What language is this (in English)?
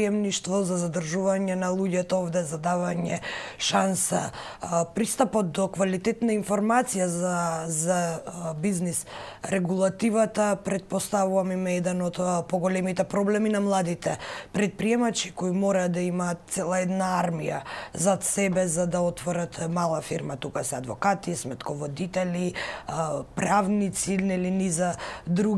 Macedonian